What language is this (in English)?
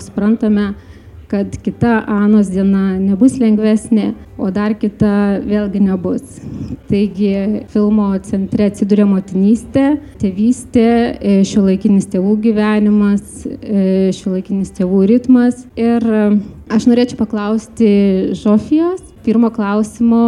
Lithuanian